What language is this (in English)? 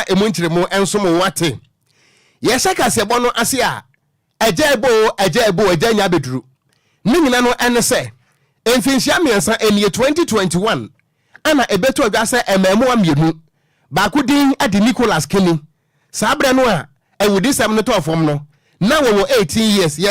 Akan